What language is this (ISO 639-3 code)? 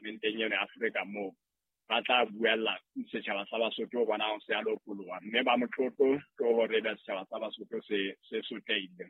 sot